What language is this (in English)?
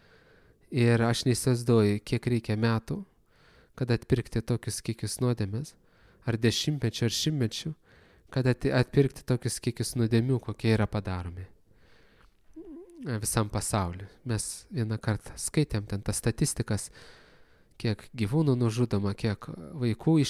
Lithuanian